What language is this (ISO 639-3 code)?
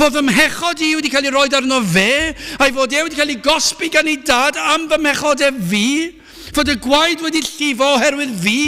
cym